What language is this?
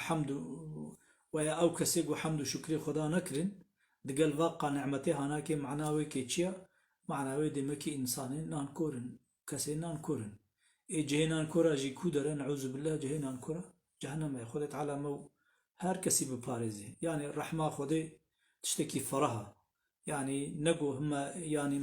Kurdish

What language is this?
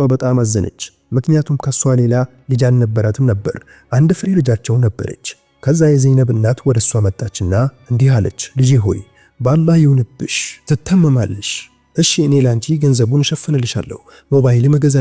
Amharic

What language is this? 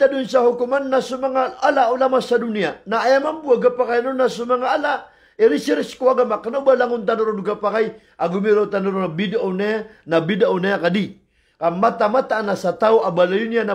Maranao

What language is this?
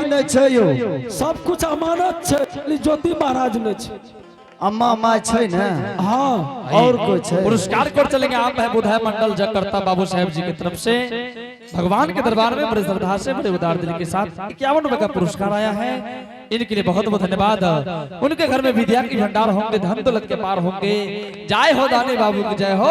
Angika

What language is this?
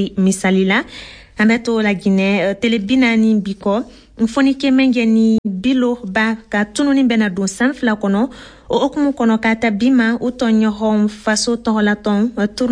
Bambara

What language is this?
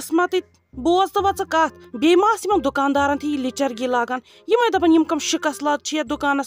Kashmiri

